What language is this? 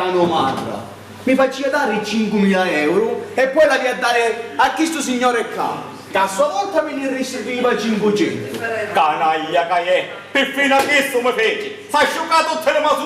Sicilian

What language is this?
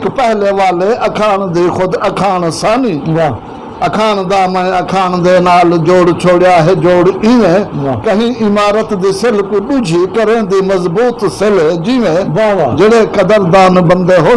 Saraiki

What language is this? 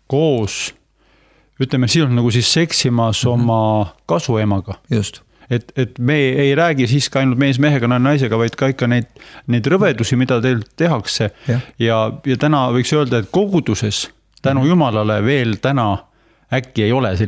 Estonian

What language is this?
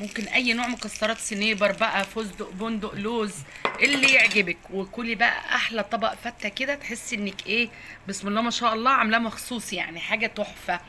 Egyptian Arabic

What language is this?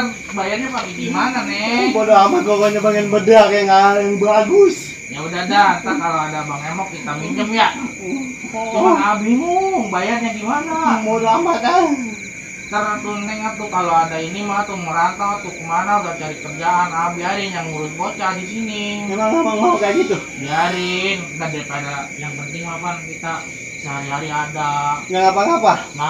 Betawi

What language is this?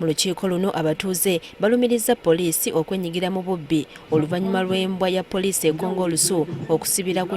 Ganda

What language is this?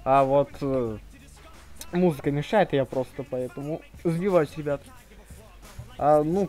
Russian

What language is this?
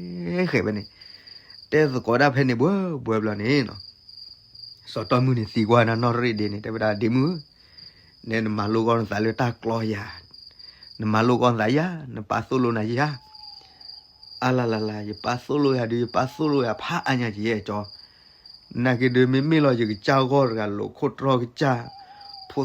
S'gaw Karen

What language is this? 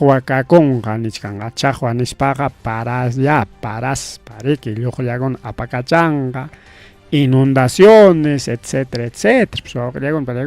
Ayacucho Quechua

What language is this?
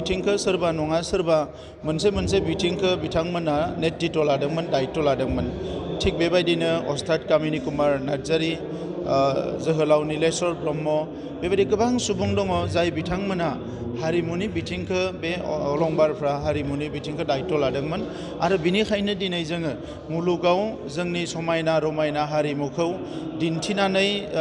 Bodo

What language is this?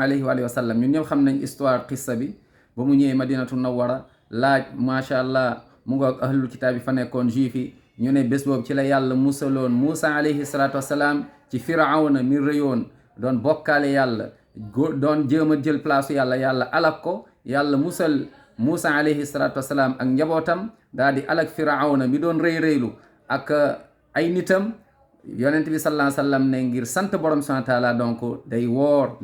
Wolof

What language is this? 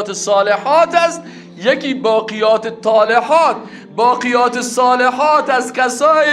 Persian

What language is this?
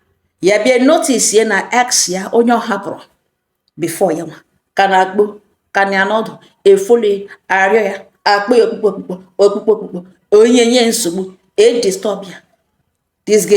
Igbo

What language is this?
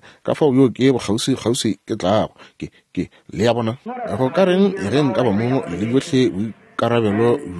Northern Sotho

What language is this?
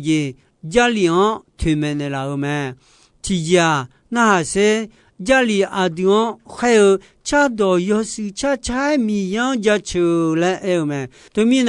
Akha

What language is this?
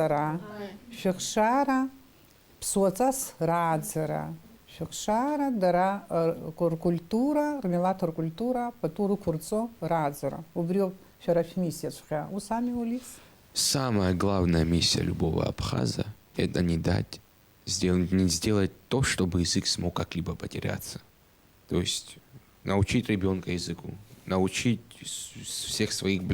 Abkhazian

